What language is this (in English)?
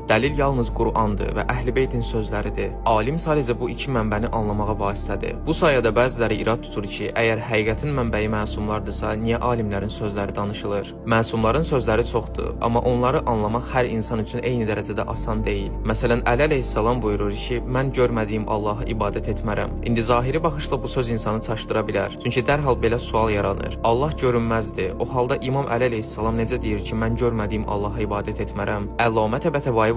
Azerbaijani